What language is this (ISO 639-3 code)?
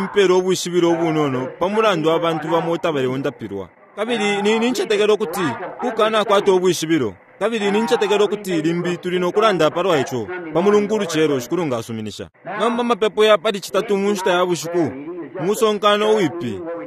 bem